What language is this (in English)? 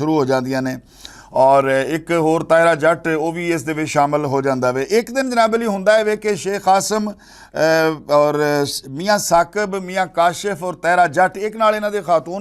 Western Panjabi